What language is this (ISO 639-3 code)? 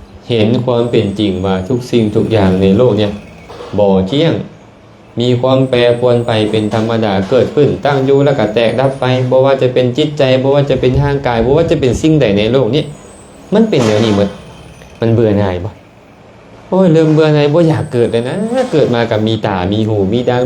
lao